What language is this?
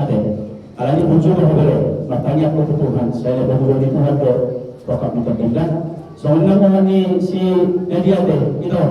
Batak Toba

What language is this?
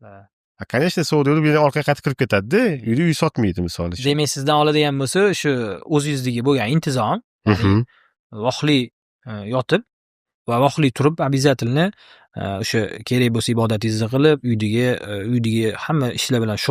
Uzbek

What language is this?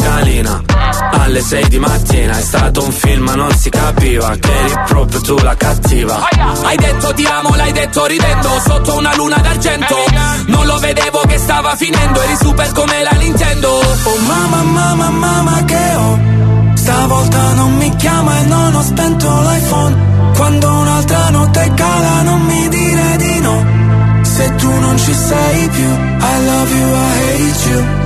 Italian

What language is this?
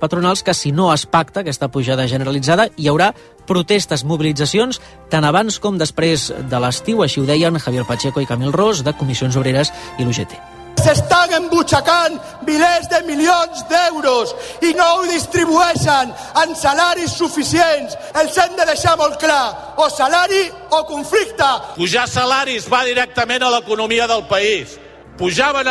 Catalan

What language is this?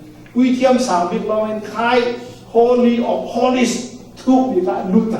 Falam Chin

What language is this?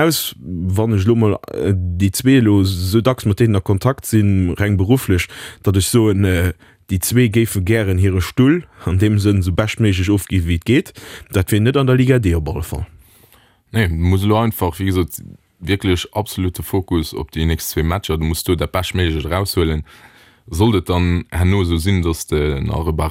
Luxembourgish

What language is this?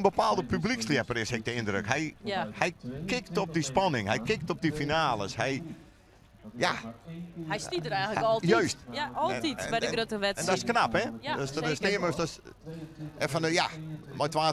Western Frisian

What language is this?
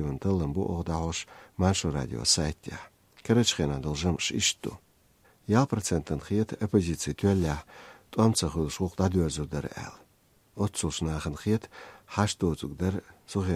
Chechen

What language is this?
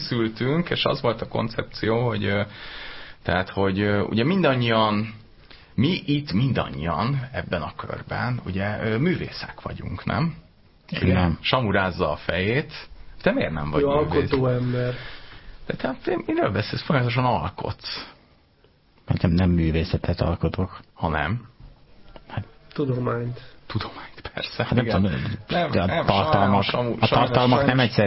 Hungarian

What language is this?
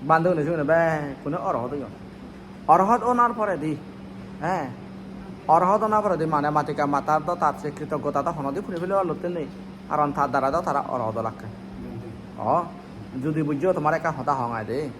Chakma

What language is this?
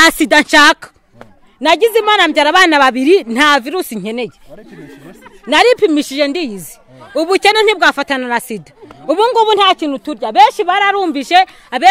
Kinyarwanda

